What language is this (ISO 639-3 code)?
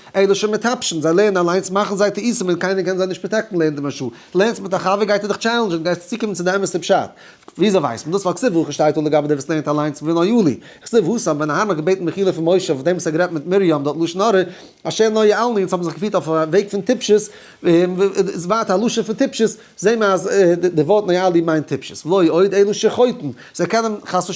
yid